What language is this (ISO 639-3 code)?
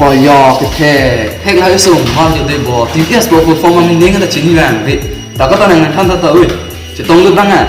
mjw